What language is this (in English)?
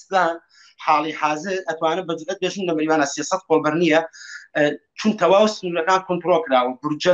Central Kurdish